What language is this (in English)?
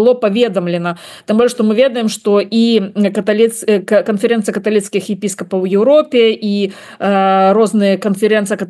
Belarusian